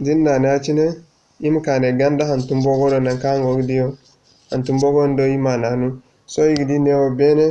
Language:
Zarma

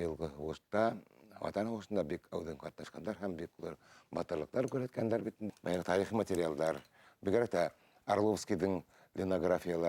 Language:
Bashkir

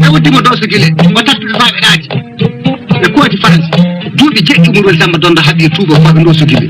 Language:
Fula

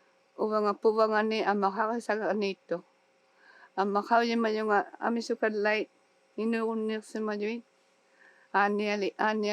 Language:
Inuktitut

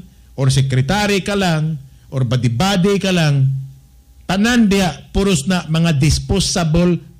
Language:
Cebuano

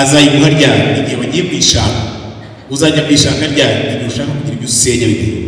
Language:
Kinyarwanda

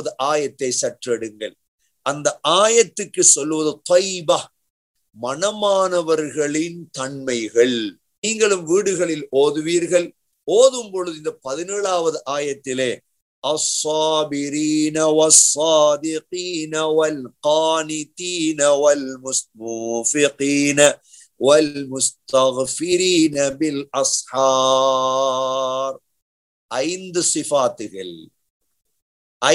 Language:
Tamil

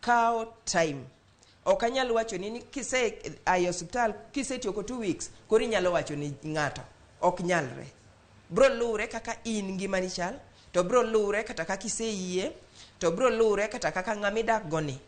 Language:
Luo (Kenya and Tanzania)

